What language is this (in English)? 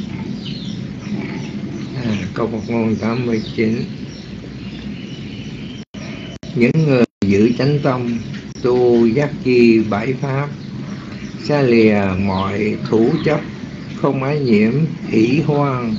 Vietnamese